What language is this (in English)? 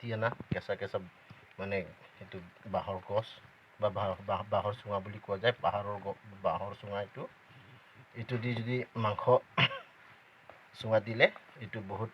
Assamese